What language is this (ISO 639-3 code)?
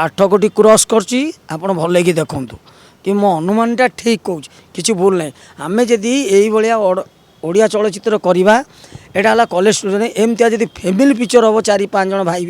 ori